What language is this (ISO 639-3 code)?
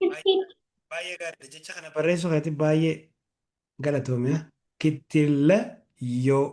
orm